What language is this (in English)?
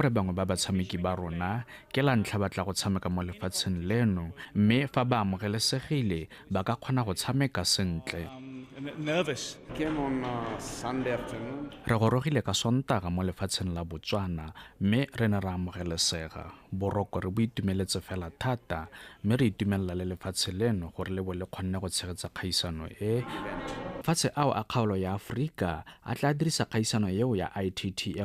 Tswana